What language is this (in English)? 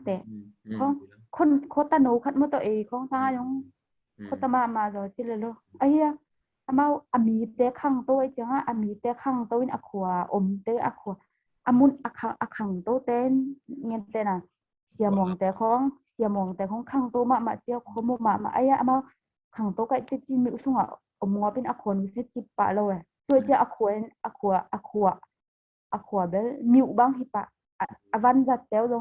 Tedim Chin